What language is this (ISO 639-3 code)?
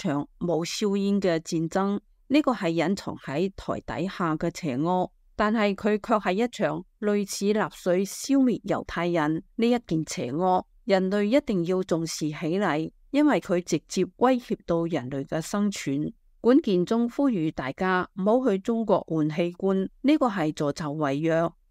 yue